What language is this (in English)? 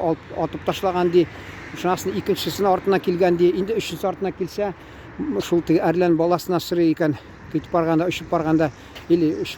Tatar